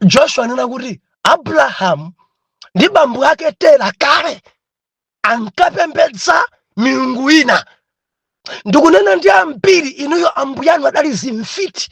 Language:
Nyanja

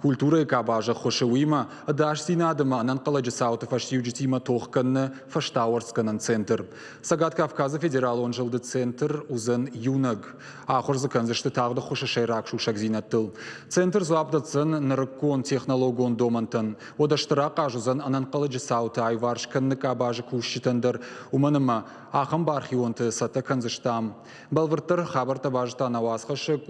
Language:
Ossetic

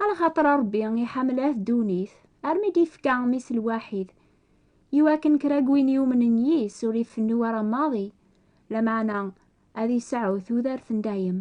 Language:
Kabyle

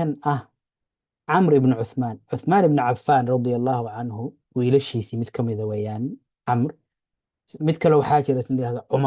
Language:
Somali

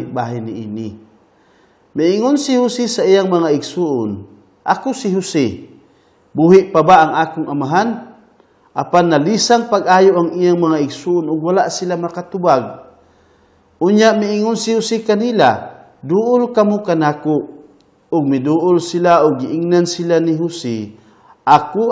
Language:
Cebuano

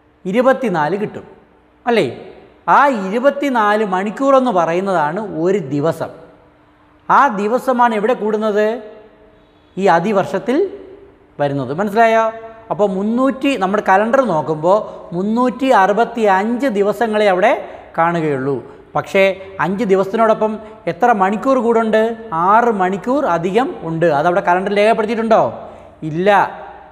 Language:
Malayalam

